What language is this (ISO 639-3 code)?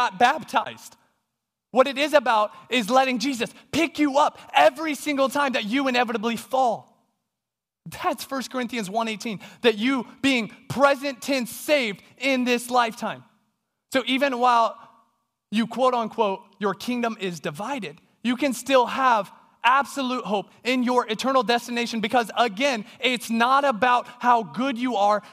eng